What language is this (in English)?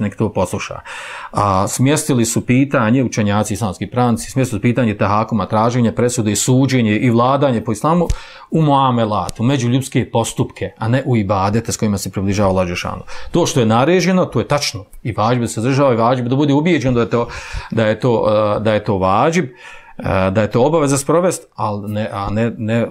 Bosnian